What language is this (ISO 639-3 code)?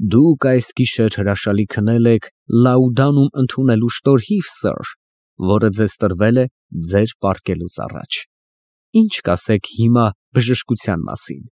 hye